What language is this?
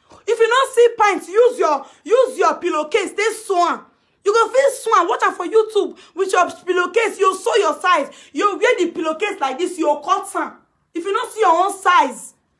Nigerian Pidgin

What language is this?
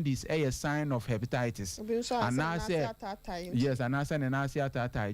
Akan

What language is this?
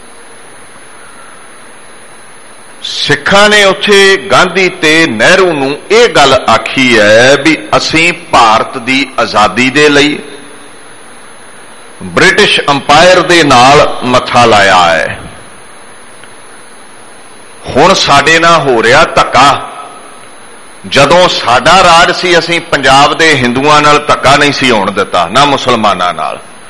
Punjabi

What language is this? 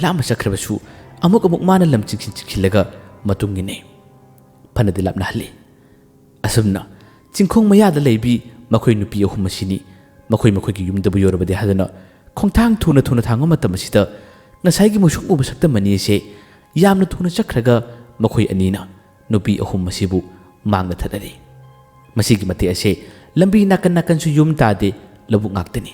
Manipuri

